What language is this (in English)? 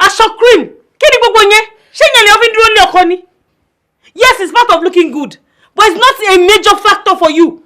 Yoruba